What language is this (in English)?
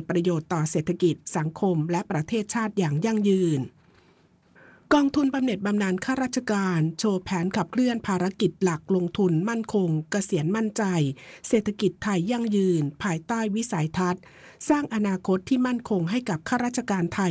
Thai